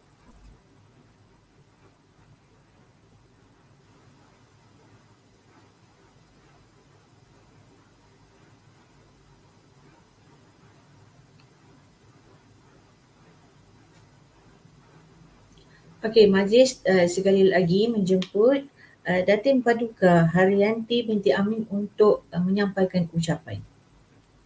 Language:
Malay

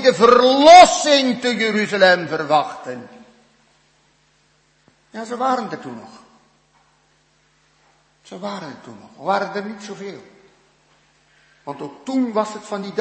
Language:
Dutch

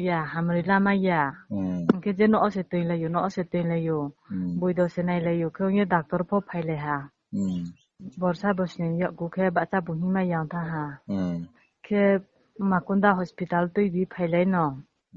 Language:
Riang (India)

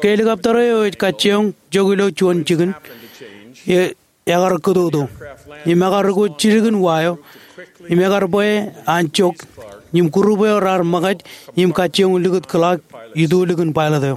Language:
Marshallese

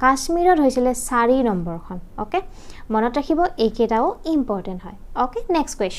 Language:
Assamese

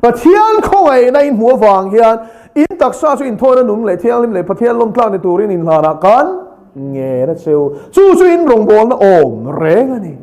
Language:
Mizo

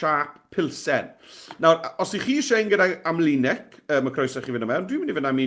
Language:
Welsh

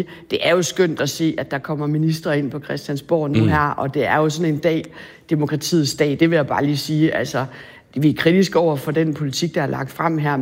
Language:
Danish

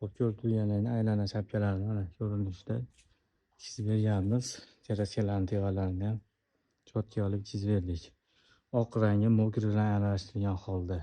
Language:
Uzbek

